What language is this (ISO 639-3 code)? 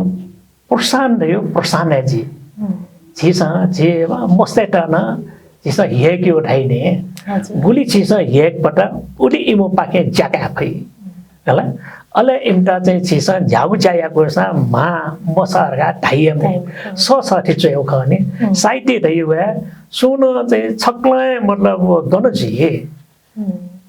new